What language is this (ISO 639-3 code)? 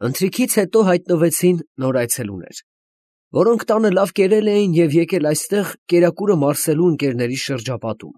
hye